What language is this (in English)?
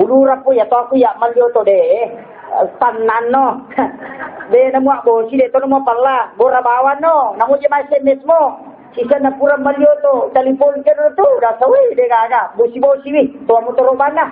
Buginese